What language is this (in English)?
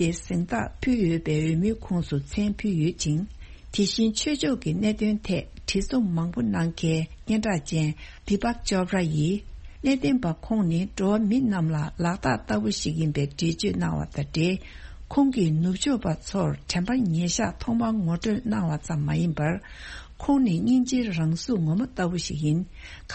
Tibetan